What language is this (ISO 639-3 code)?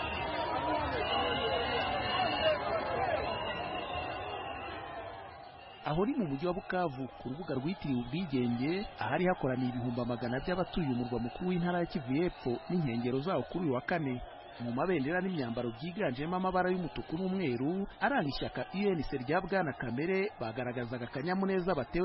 kin